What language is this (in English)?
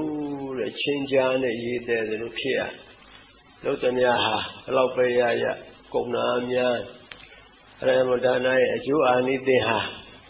Burmese